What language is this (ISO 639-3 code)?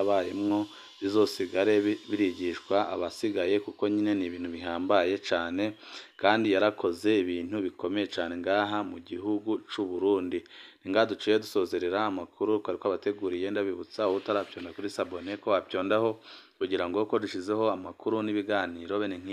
run